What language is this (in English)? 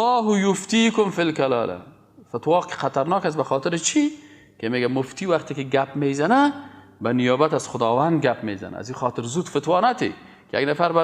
Persian